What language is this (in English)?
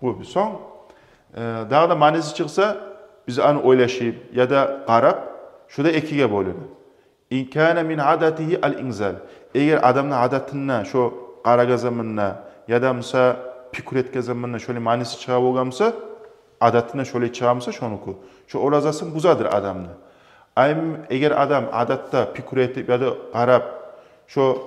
Kumyk